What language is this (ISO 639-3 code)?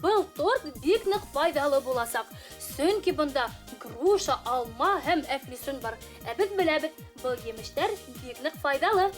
bak